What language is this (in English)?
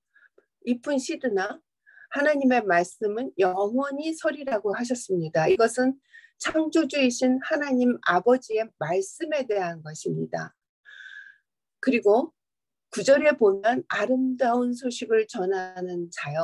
Korean